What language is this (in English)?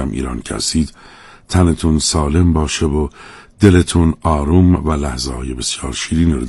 Persian